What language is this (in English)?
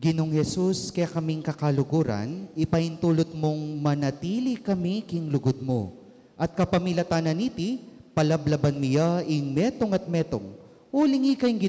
Pampanga